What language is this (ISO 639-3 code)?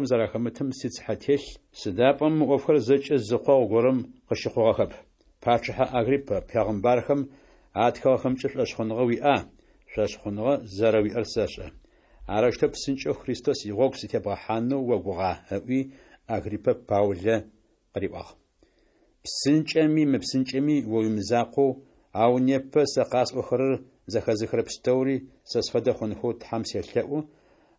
ady